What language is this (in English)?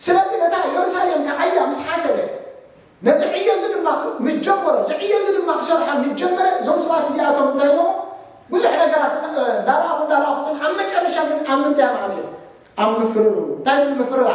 Tigrinya